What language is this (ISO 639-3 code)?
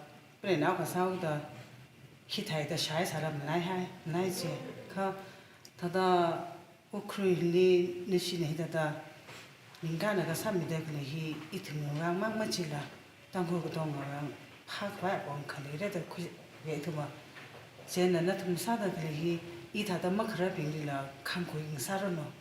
nmf